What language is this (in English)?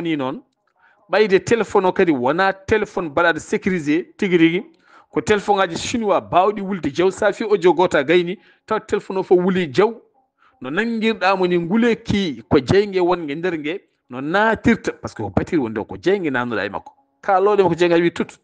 Fula